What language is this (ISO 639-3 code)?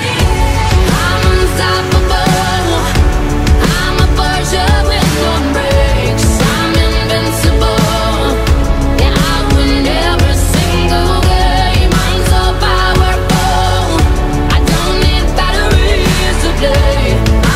eng